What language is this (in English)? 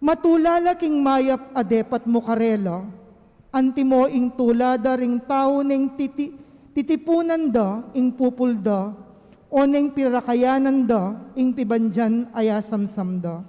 Pampanga